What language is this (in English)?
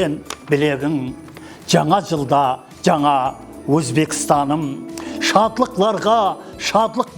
Kara-Kalpak